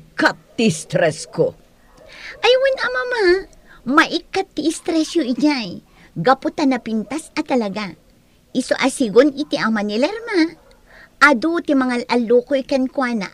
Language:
Iloko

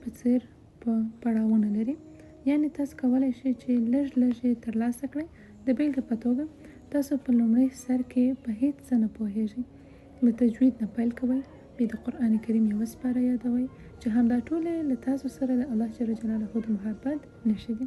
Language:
Pashto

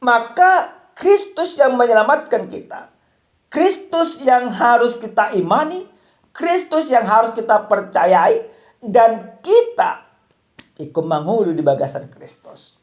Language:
Batak Toba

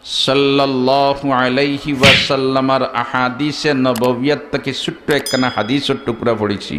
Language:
Sylheti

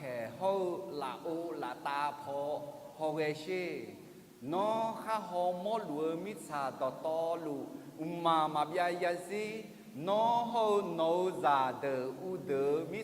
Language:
Akha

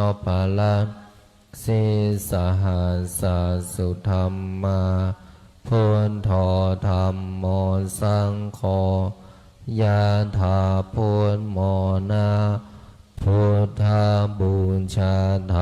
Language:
Pali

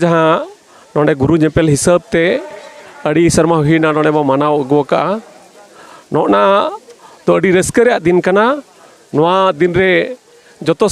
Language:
Santali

